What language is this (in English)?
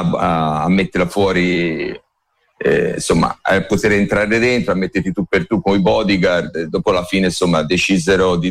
Italian